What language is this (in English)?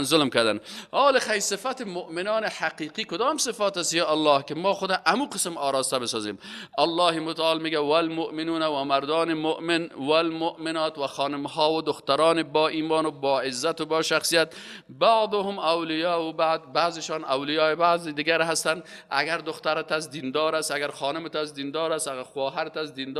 Persian